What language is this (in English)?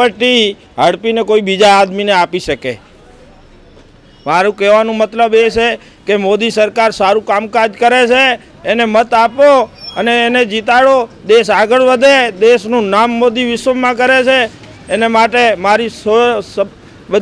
Gujarati